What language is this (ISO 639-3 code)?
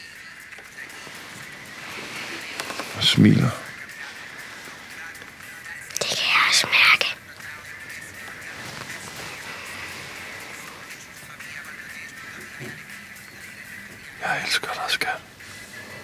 dan